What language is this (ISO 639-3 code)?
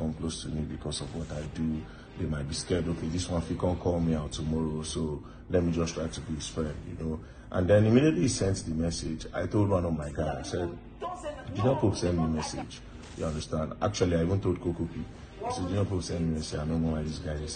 pcm